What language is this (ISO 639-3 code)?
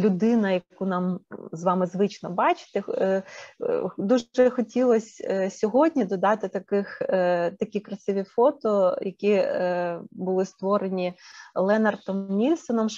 ukr